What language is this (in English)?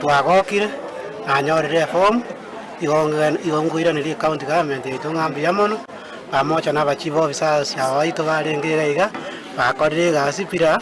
Gusii